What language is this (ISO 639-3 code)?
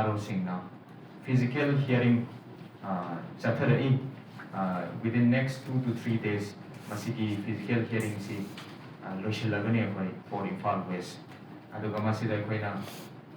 mni